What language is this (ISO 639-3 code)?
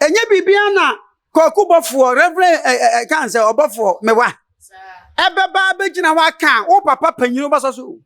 aka